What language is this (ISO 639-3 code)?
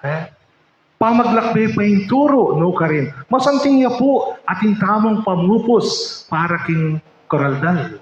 pam